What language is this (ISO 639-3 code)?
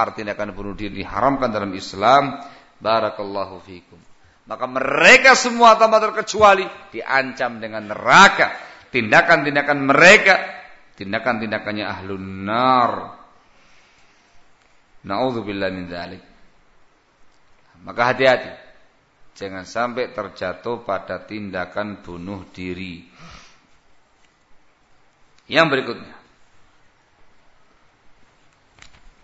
ind